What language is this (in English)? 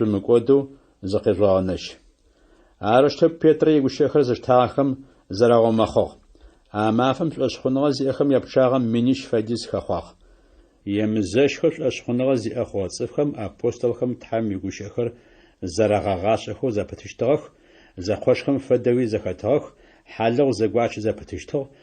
Adyghe